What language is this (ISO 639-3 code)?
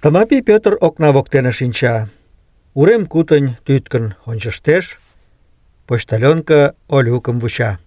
chm